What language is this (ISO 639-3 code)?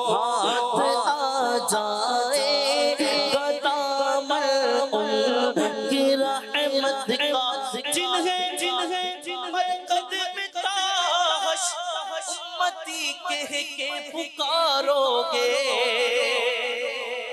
urd